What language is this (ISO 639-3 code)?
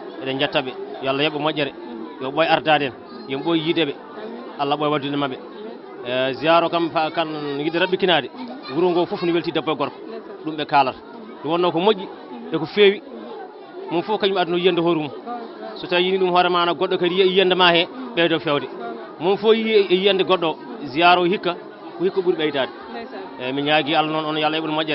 ful